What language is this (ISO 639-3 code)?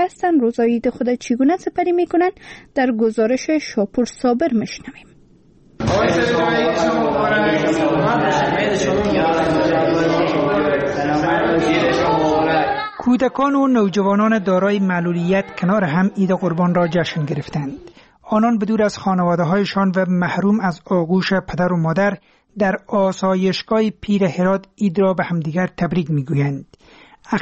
fas